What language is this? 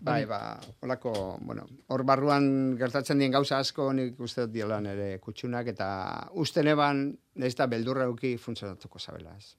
Basque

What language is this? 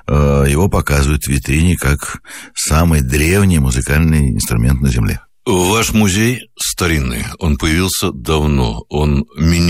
Russian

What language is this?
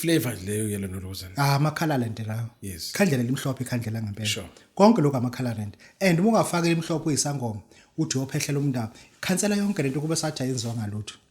Zulu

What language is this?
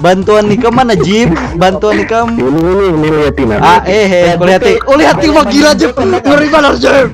Banjar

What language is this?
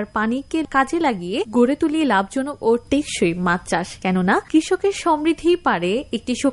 Bangla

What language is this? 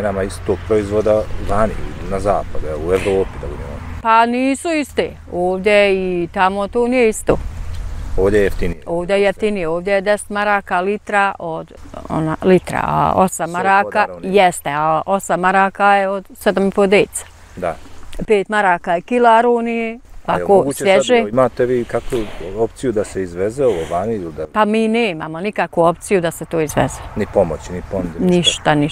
Bosnian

